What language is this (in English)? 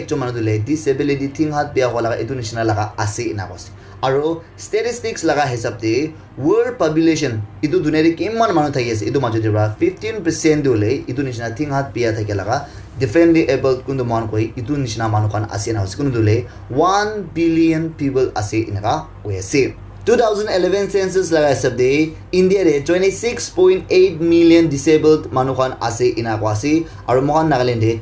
Naga Pidgin